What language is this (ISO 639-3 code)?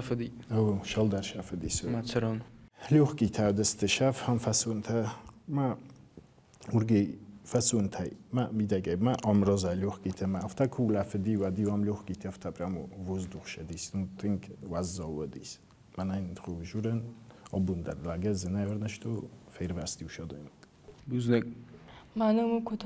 oss